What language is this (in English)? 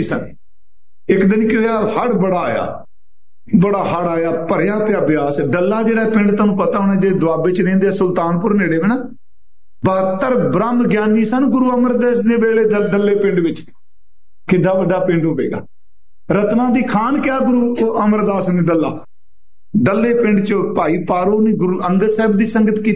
Punjabi